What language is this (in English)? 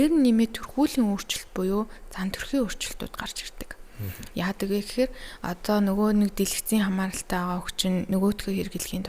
Mongolian